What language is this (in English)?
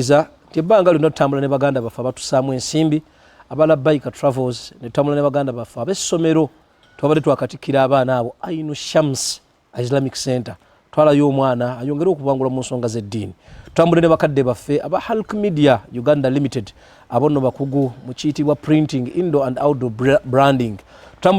Ganda